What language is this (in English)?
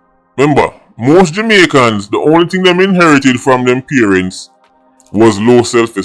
Jamaican Creole English